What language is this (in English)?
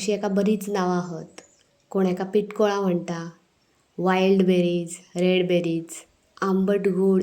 Konkani